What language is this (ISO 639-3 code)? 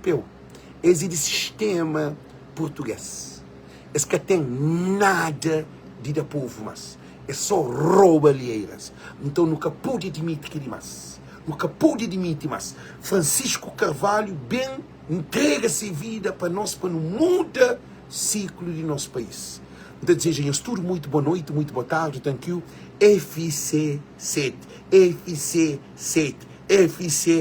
kea